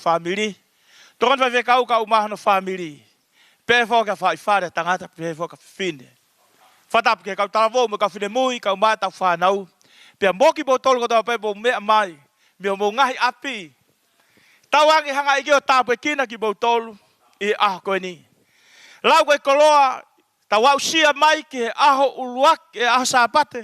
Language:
Tongan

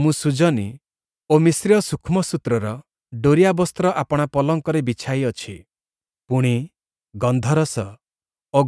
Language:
Odia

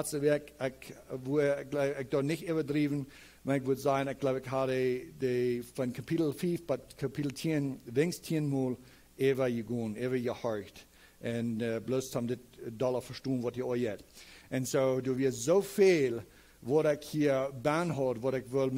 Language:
Plautdietsch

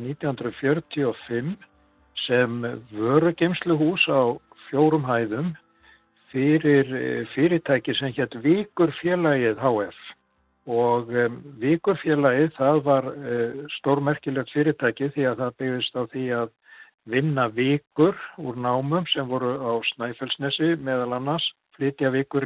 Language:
Icelandic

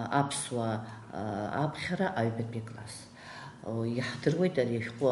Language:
Abkhazian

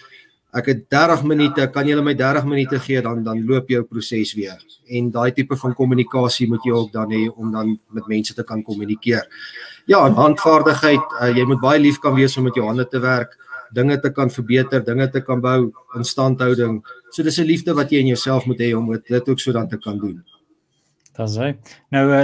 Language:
Afrikaans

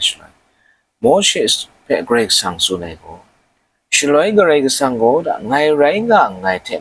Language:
Kachin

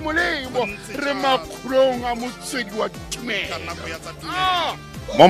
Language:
Tswana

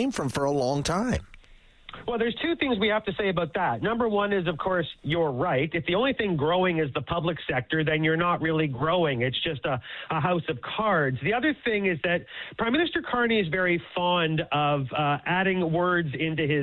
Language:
English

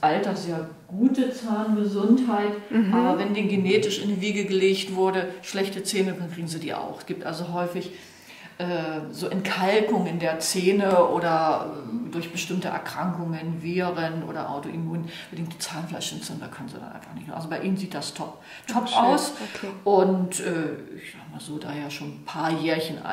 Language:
German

